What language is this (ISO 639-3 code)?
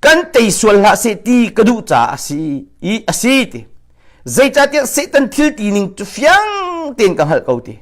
cnh